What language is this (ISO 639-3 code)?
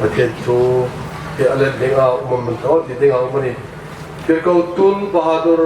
hmr